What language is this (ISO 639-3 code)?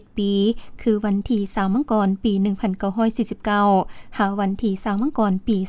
lao